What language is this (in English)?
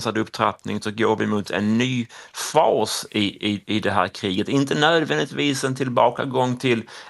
Swedish